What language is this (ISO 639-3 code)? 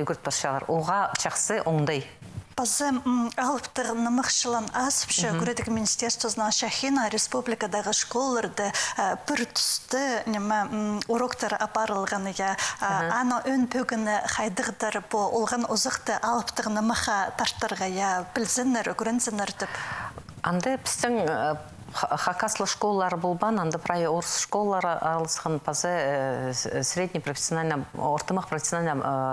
kjh